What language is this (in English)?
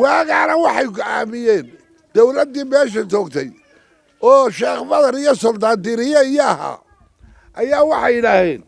Somali